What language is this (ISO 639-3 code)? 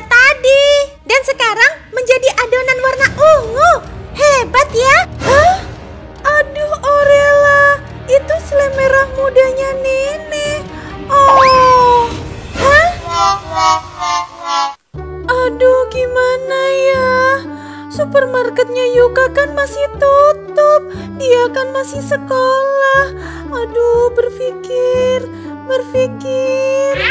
ind